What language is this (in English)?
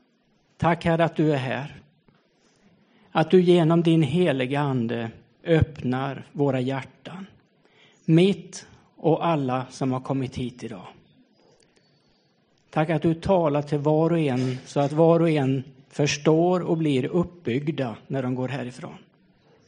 Swedish